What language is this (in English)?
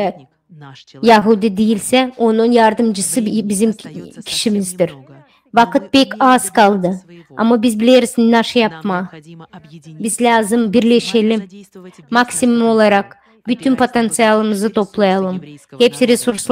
Gagauz